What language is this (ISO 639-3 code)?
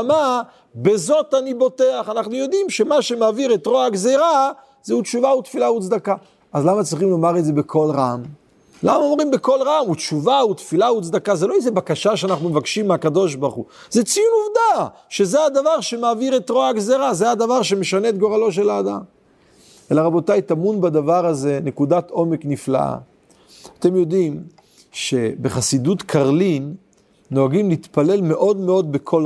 heb